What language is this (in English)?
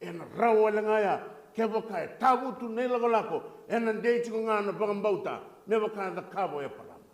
Fijian